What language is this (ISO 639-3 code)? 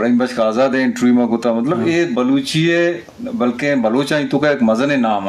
bgp